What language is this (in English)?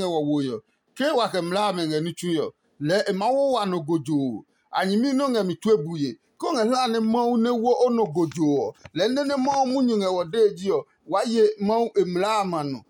Adangme